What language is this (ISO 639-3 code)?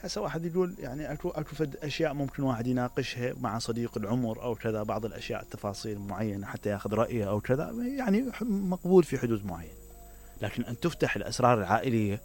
acm